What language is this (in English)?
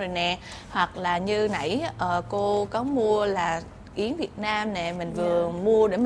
Vietnamese